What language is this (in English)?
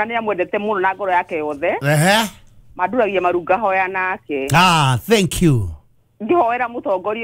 Kikuyu